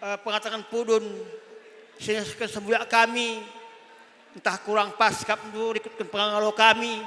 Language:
Batak Karo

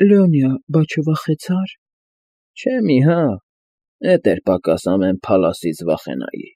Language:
Armenian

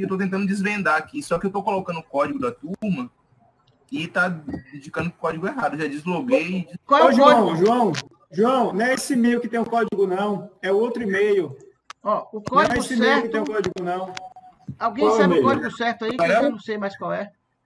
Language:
Portuguese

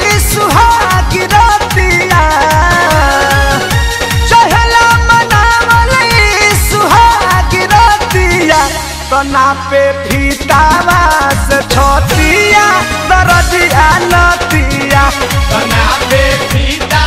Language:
Bhojpuri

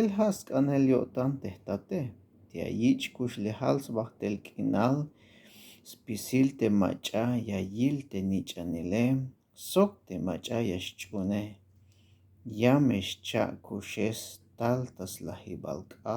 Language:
Tzeltal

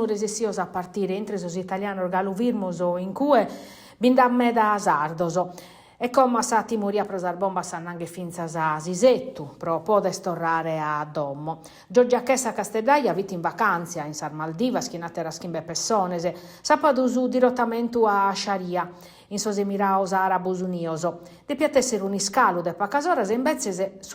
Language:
Sardinian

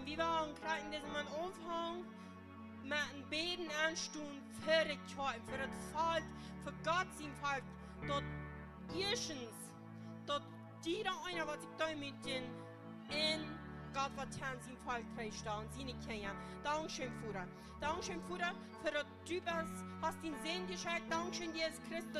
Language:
Plautdietsch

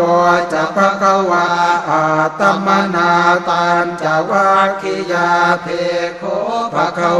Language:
Pali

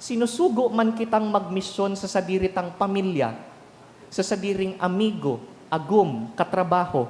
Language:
Bikol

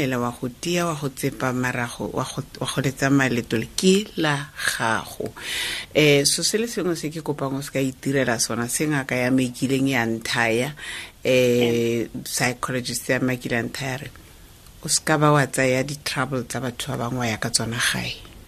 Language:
Tswana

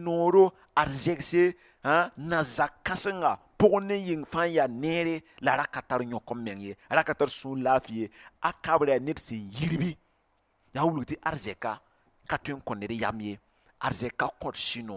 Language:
Mossi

